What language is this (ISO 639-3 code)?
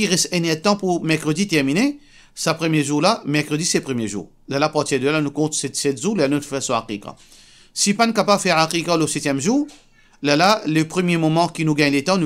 mfe